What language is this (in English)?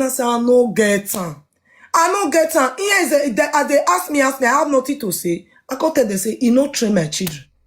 Nigerian Pidgin